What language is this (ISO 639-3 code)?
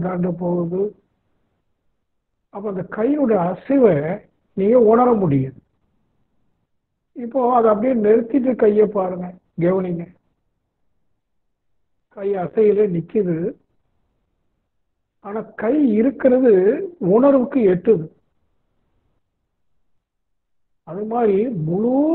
tam